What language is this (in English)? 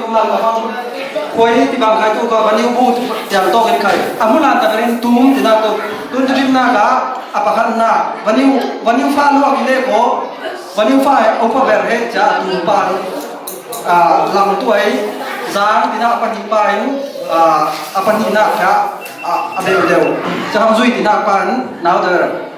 Falam Chin